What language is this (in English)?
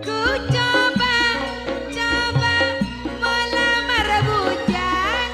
Madurese